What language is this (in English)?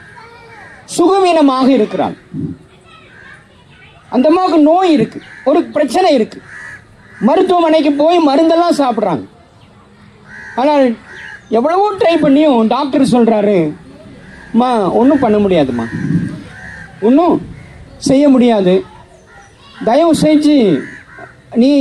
Tamil